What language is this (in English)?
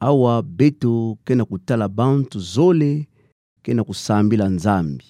Kituba (Democratic Republic of Congo)